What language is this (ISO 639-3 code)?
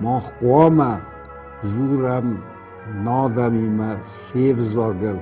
oss